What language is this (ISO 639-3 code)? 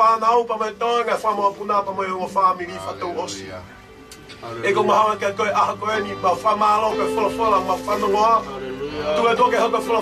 ton